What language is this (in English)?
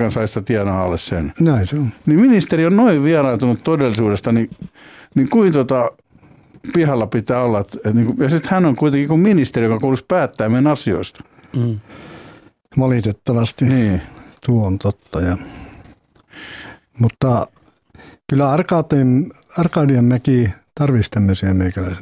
Finnish